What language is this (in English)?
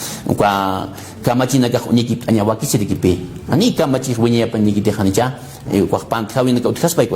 Aymara